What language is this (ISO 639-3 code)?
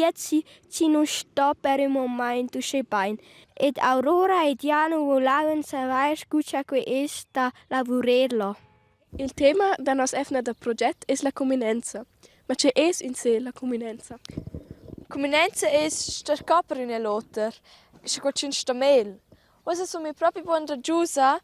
roh